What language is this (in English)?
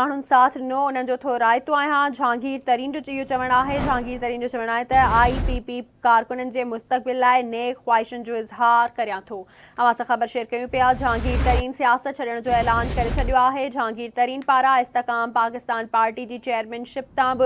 Sindhi